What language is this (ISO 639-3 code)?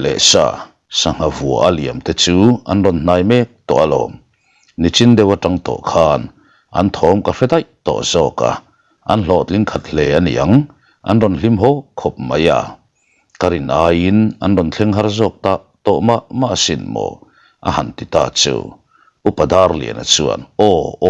lus